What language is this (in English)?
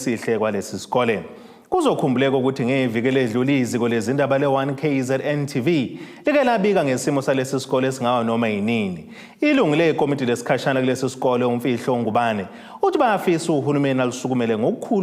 Zulu